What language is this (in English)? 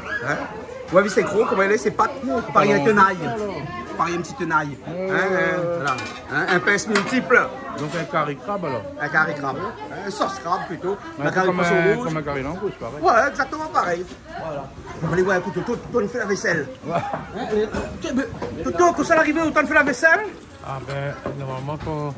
Réunion Creole French